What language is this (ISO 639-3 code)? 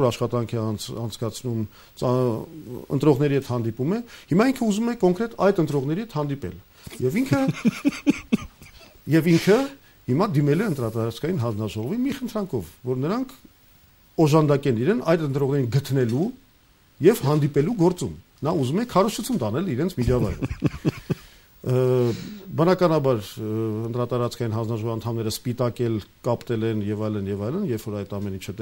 hye